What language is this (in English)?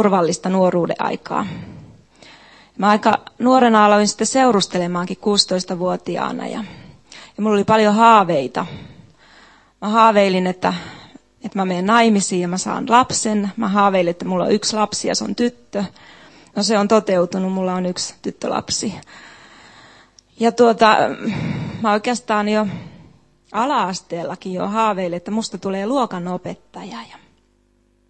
Finnish